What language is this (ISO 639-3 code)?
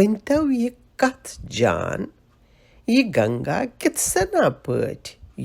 kas